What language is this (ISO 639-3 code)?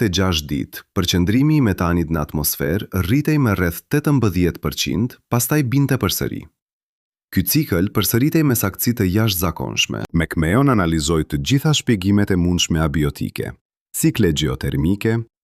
sqi